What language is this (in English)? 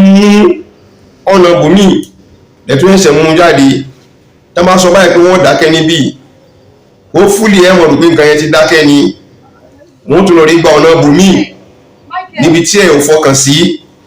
Yoruba